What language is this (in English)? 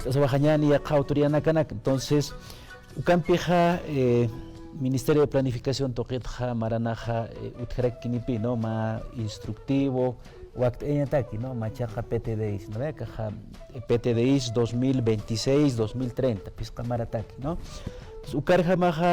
Aymara